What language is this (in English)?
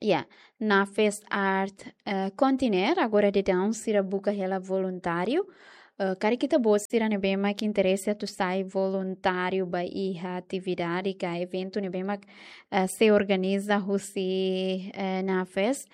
Tetum